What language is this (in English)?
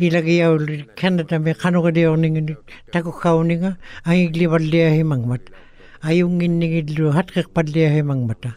Western Canadian Inuktitut